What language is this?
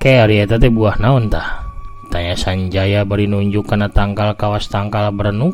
Sundanese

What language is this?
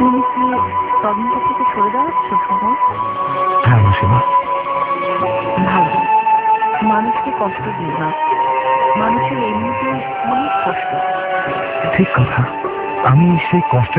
Bangla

